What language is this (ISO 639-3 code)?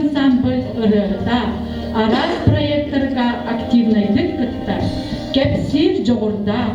sah